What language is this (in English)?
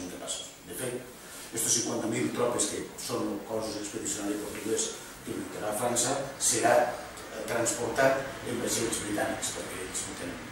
Catalan